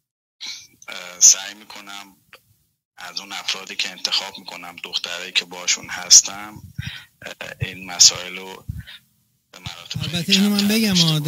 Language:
Persian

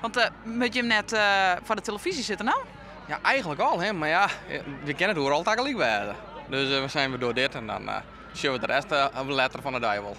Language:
Western Frisian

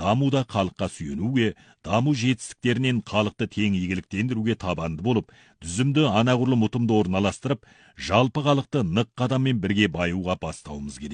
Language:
Kazakh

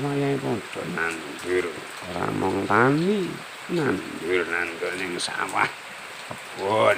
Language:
Javanese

